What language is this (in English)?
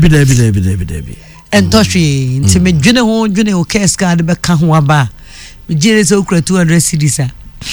Akan